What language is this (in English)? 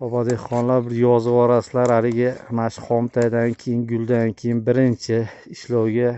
Uzbek